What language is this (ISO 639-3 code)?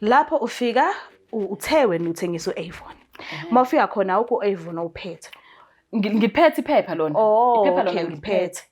zul